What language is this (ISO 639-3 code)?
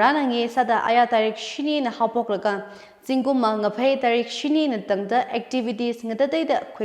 nmf